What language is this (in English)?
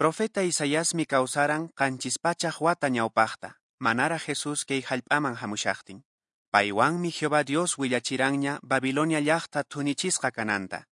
Quechua